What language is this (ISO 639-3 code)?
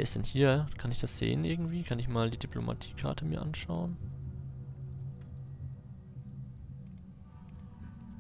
deu